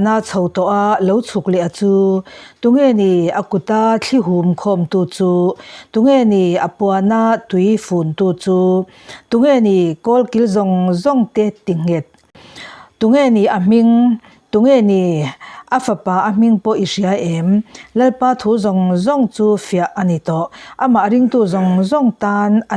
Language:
Mizo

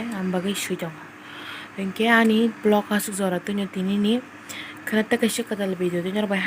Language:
Kok Borok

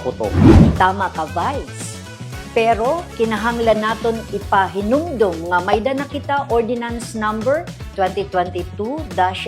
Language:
Waray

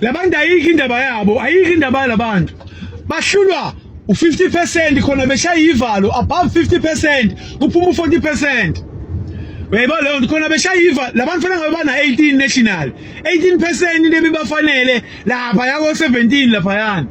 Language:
Zulu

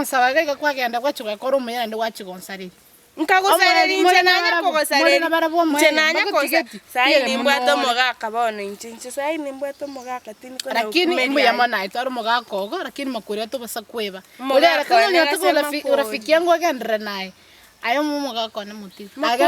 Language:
Gusii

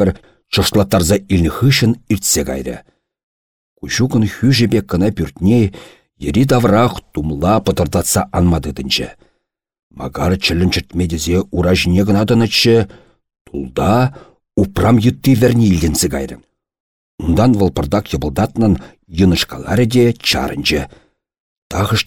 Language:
Chuvash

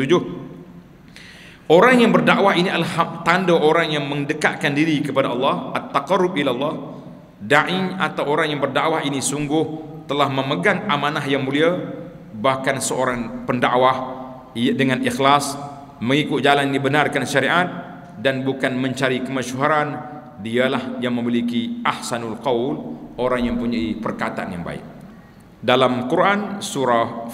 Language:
Malay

